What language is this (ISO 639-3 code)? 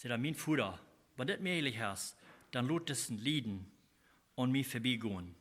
pdt